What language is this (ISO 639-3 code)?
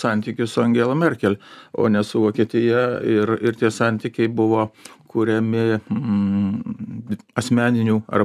lit